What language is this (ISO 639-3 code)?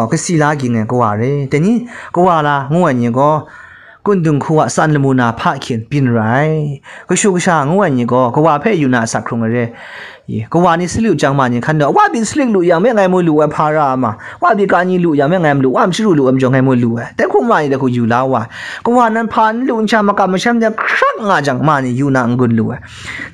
kac